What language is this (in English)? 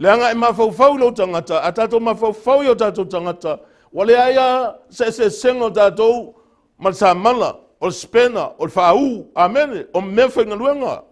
Samoan